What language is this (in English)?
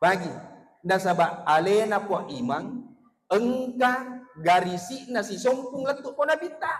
Buginese